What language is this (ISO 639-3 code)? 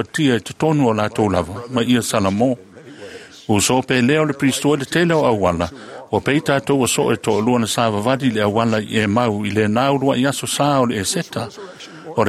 smo